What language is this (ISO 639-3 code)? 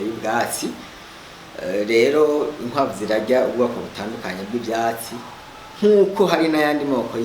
run